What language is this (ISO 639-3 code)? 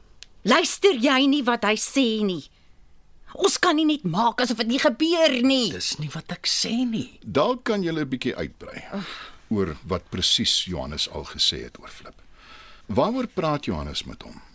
afr